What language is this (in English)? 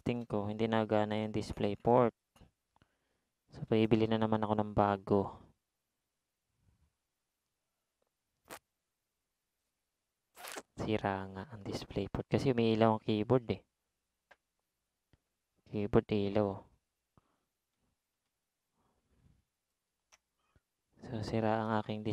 Filipino